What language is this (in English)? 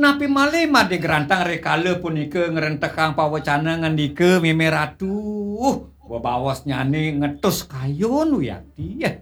Balinese